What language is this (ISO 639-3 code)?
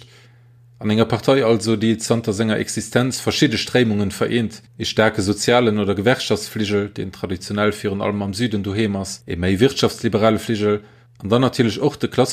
ltz